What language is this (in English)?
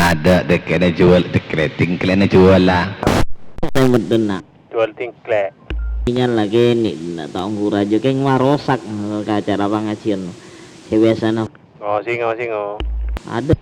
Madurese